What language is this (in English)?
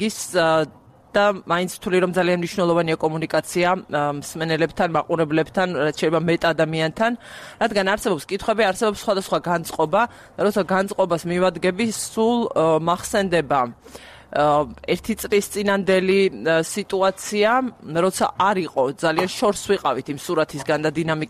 Georgian